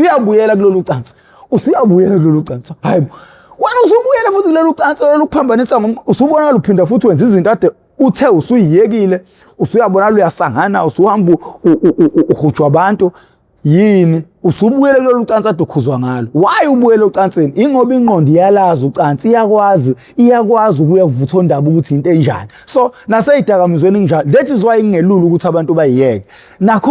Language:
Zulu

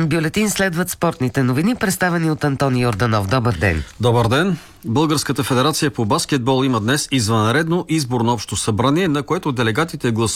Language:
Bulgarian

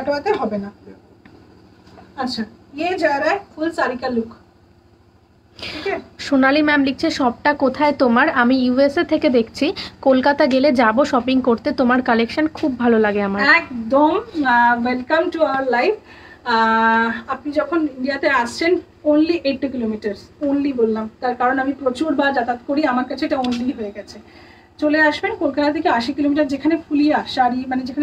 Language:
Bangla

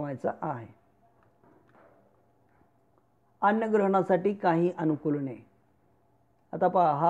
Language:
Marathi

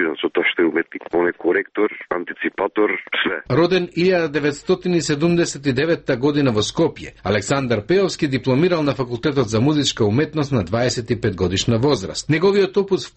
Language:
Macedonian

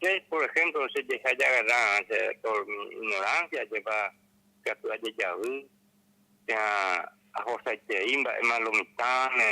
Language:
Guarani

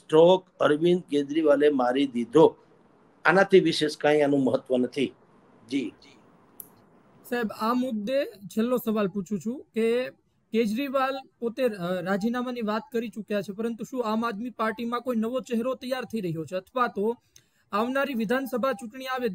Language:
Gujarati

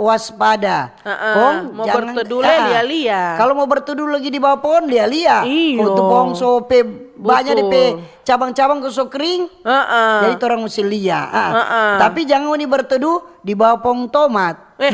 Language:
Manado Malay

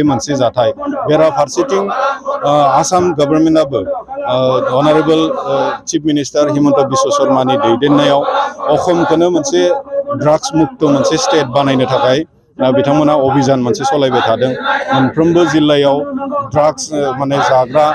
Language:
Bodo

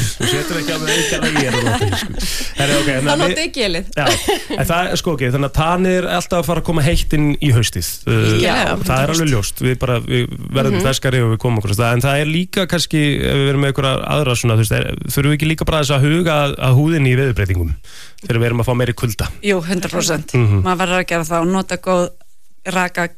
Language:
Icelandic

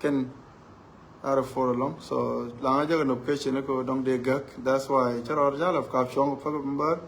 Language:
Nuer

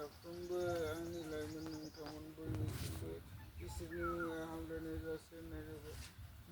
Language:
Bodo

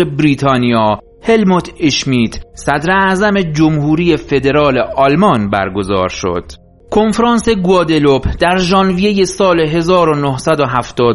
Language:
Persian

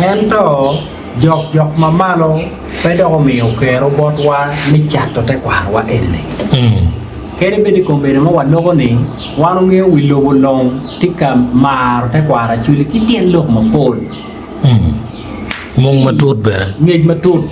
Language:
Acoli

